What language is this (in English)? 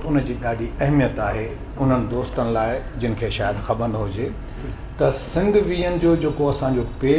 Sindhi